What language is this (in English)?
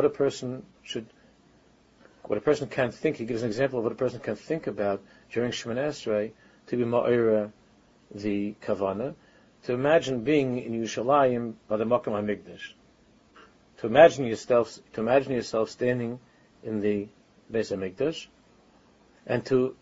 English